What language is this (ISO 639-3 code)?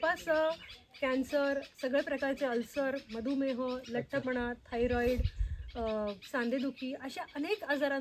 mar